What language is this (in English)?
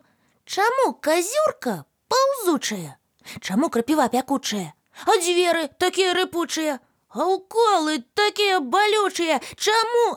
Belarusian